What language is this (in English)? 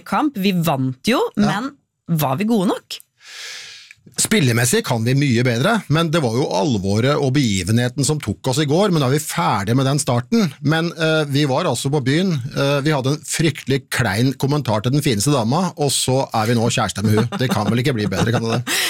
Norwegian